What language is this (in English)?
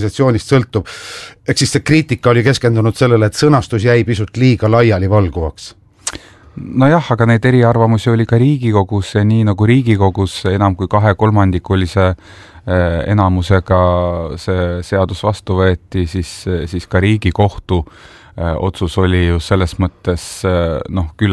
Estonian